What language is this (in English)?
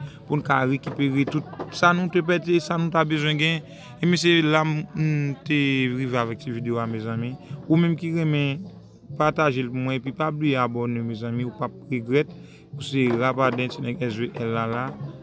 Haitian Creole